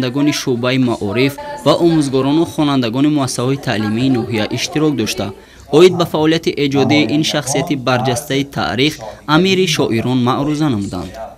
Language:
Tajik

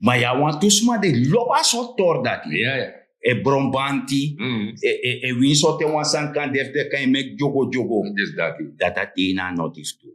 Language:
Sranan Tongo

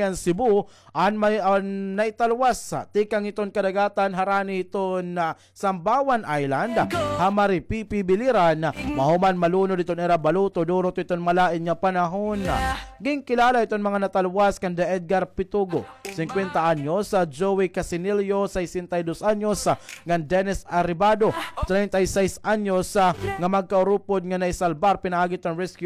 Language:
Waray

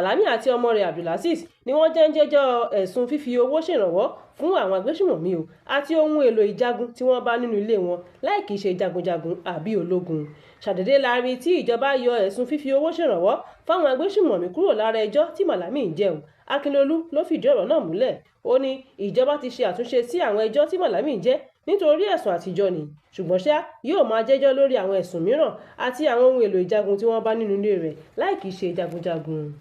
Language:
Yoruba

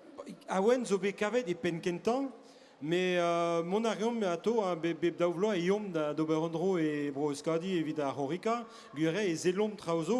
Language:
Breton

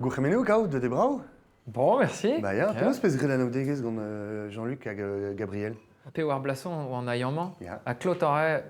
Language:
Breton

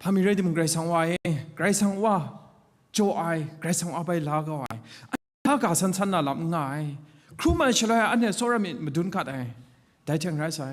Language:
Kachin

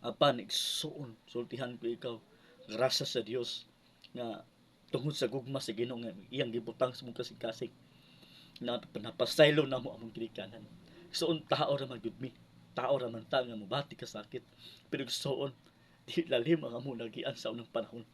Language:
Cebuano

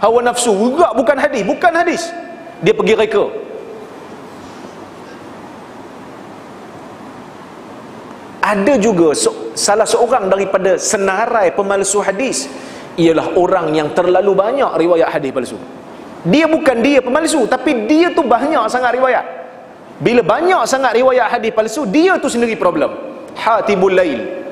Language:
Malay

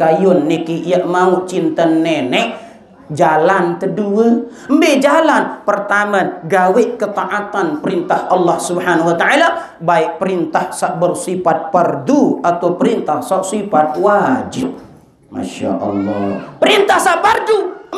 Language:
Sasak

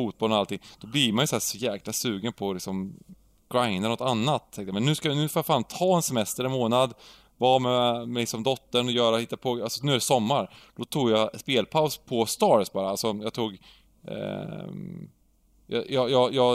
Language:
Swedish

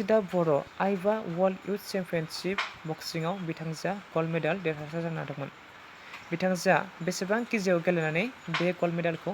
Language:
Bodo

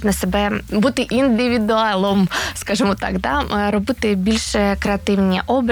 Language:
Ukrainian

